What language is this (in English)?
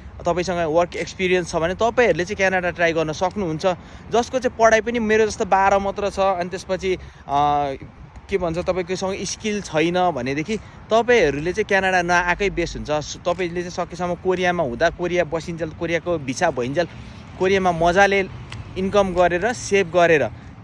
Nepali